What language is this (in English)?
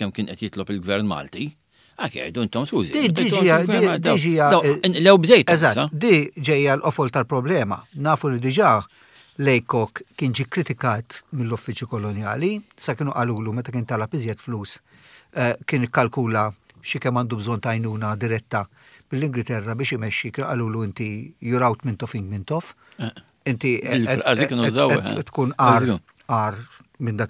Maltese